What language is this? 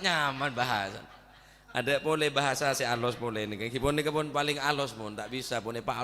Madurese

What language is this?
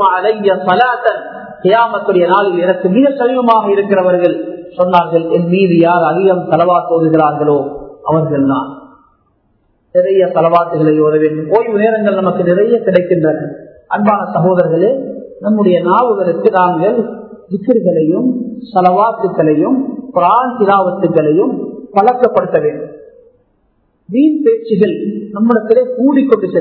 Tamil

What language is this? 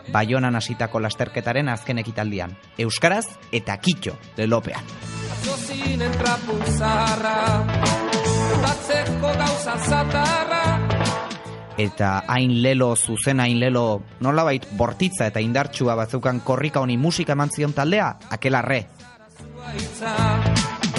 Basque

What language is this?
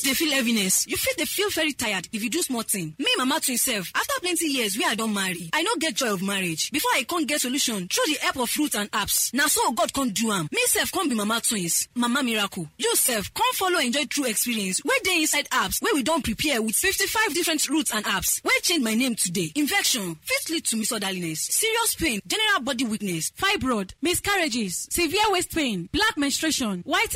Nigerian Pidgin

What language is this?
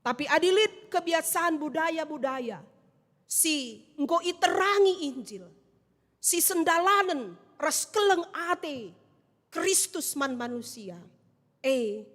Batak Karo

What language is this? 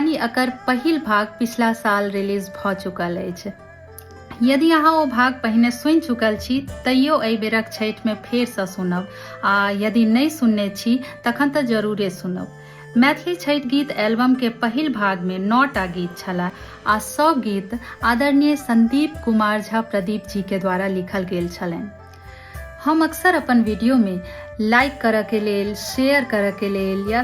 Maithili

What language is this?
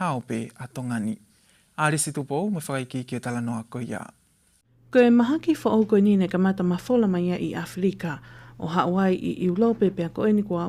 Tongan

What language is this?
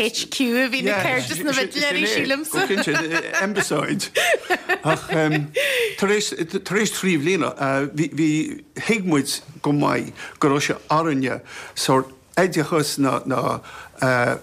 Irish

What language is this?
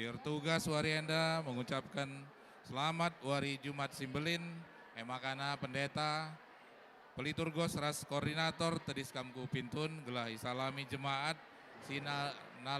Batak Karo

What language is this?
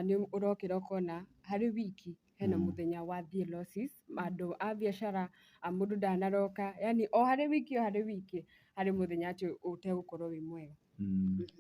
Kikuyu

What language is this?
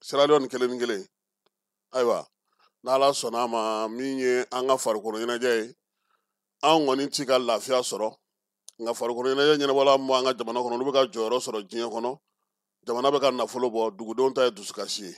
Bambara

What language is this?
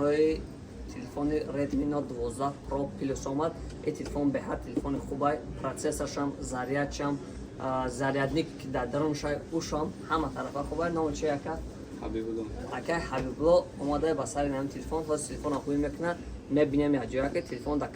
Tajik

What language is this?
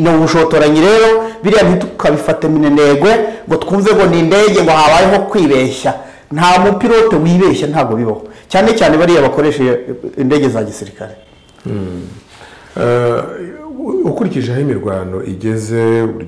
Kinyarwanda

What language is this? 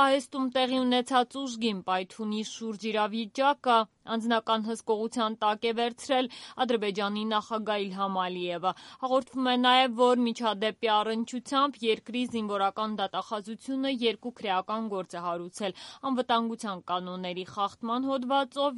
Armenian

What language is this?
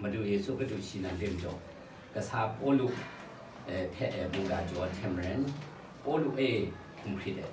Kachin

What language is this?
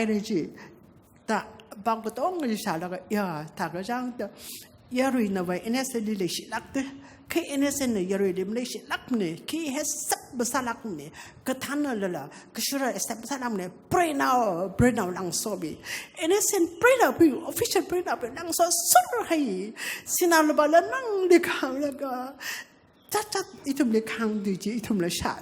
Tangkhul Naga (India)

